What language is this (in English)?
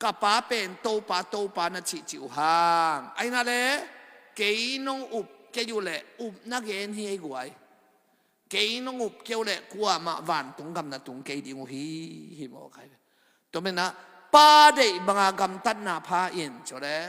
Tedim Chin